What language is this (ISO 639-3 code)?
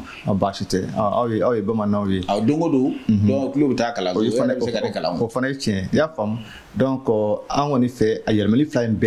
bam